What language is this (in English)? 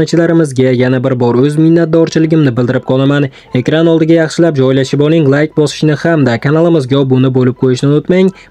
Uzbek